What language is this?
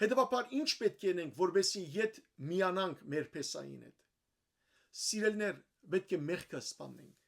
Western Armenian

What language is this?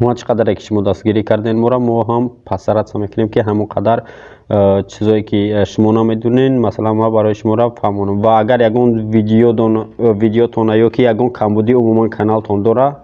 Tajik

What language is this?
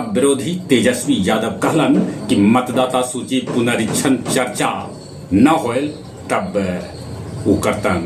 Magahi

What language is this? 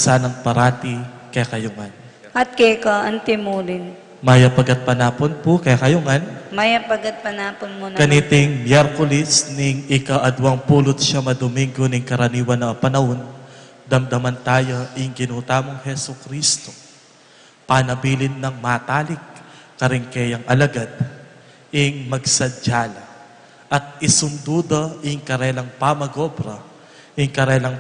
Pampanga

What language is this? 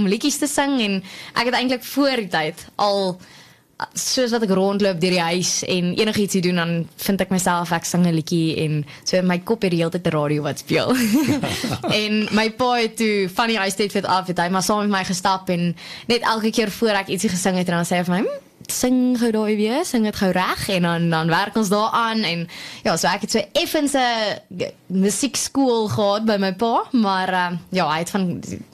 Afrikaans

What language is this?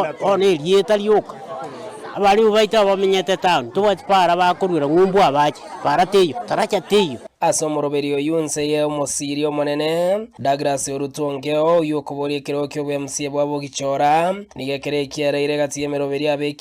Gusii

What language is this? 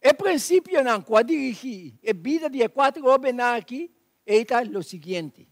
Papiamento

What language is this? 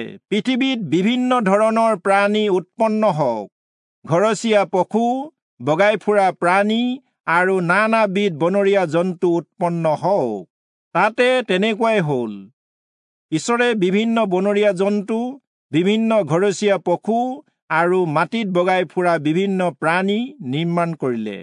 Assamese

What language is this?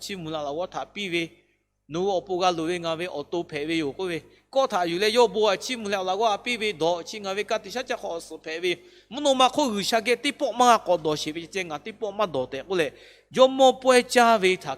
Lahu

